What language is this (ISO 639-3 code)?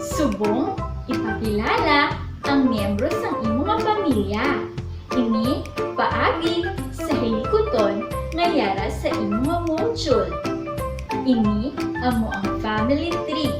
hil